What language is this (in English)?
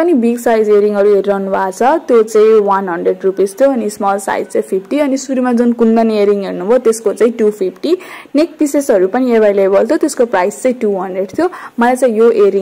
Nepali